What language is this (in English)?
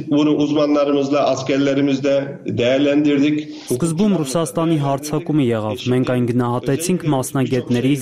Armenian